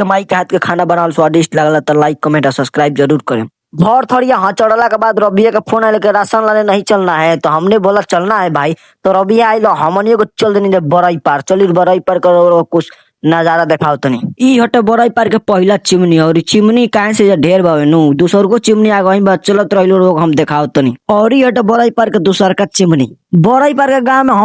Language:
Bhojpuri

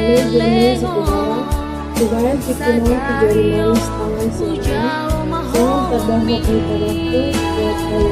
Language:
Batak Toba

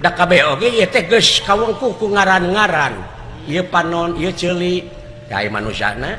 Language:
Sundanese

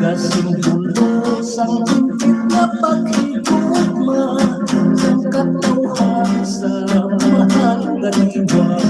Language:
Hiligaynon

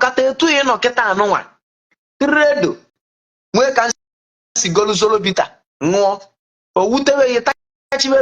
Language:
Igbo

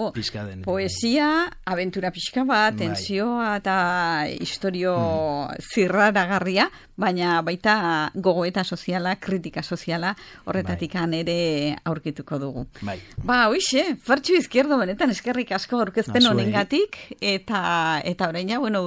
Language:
Basque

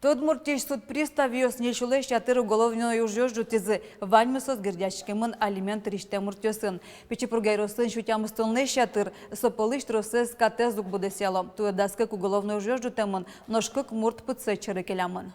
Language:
Udmurt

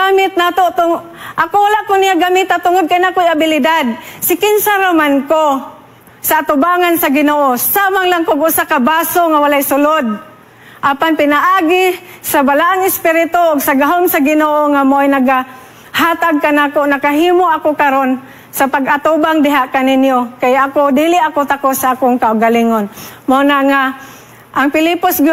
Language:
Cebuano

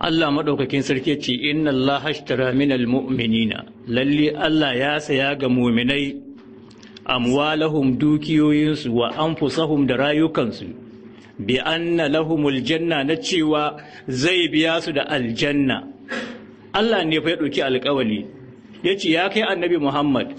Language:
Hausa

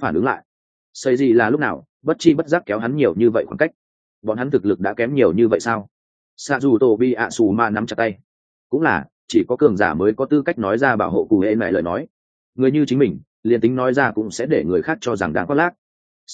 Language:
Vietnamese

